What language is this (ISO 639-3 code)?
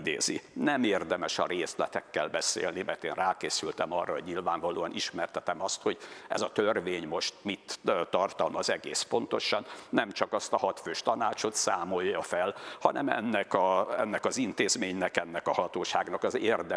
hun